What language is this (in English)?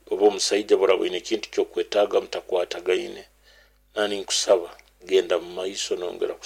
Nyoro